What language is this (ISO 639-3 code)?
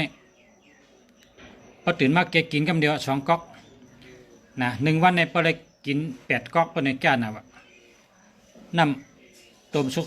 shn